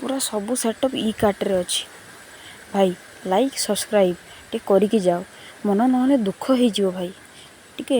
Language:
Odia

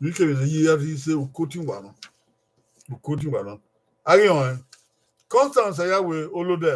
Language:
Bini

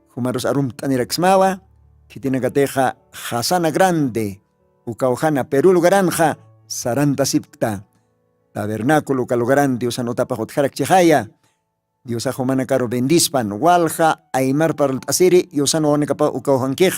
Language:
Aymara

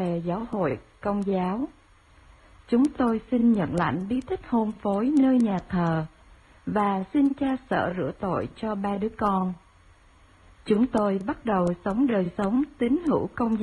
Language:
Vietnamese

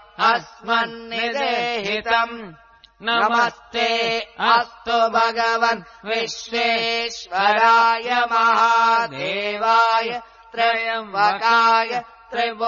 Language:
Sanskrit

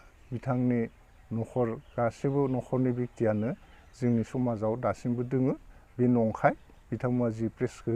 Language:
Bodo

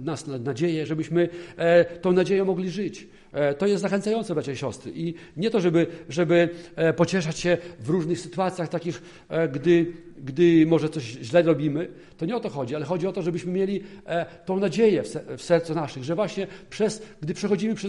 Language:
Polish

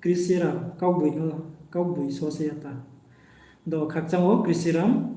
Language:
Riang (India)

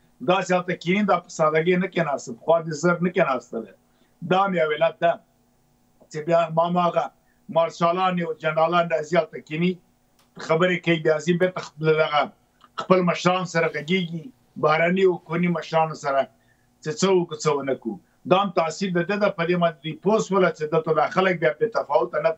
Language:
Pashto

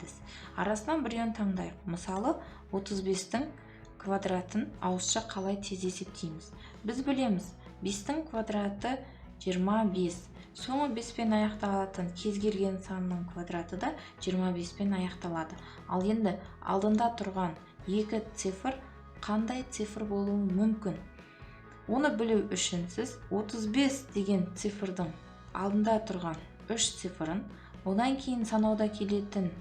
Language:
Kazakh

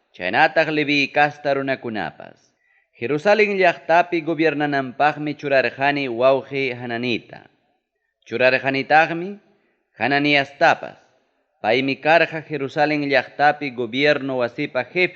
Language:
Ayacucho Quechua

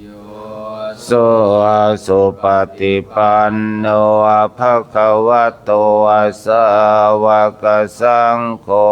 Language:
Pali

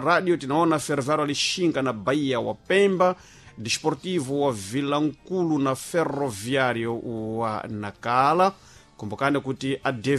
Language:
Sena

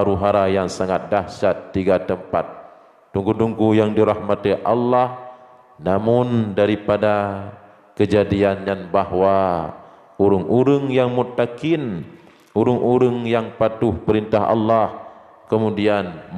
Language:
Achinese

